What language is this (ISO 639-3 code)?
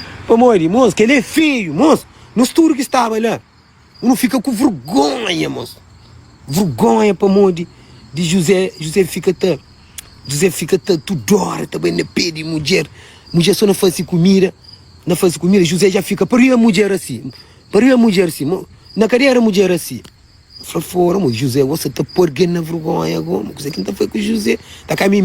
kea